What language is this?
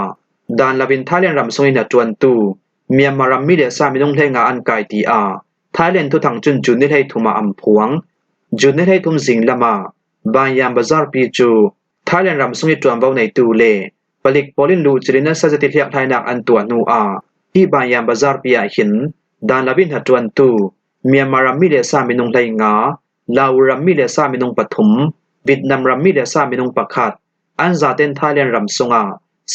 Falam Chin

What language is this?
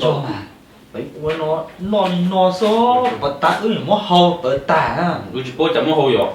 Hmong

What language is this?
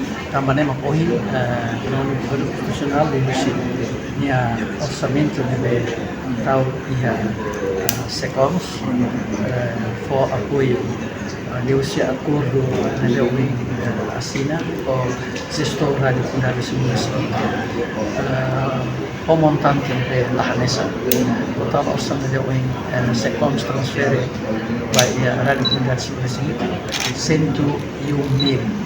Tetum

